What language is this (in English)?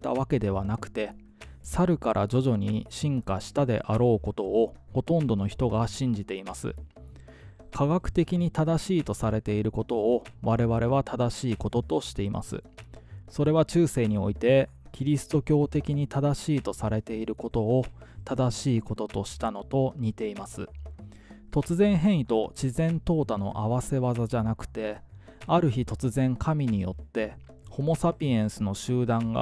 Japanese